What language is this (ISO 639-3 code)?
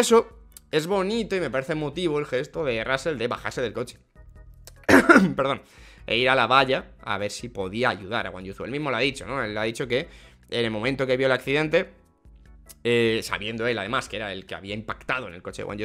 spa